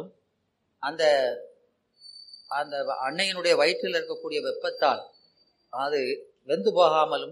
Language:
Tamil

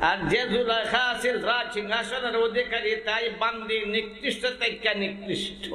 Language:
Sylheti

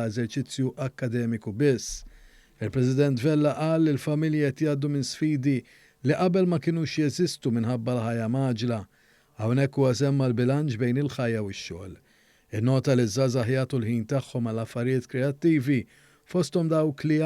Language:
Maltese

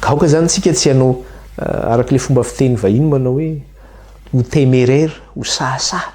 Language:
Malagasy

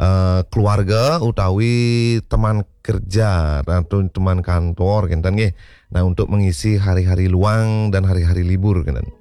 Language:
Balinese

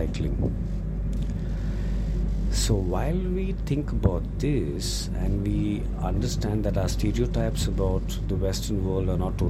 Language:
English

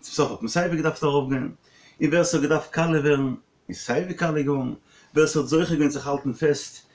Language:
Yiddish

